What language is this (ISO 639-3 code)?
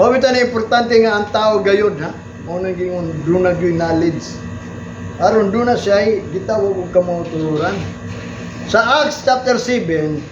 ceb